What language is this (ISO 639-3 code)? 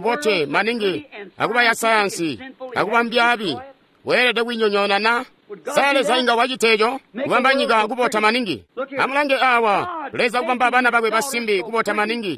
toi